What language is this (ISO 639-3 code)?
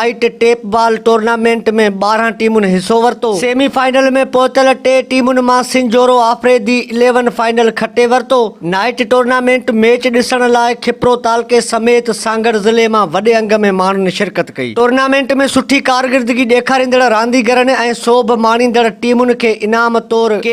snd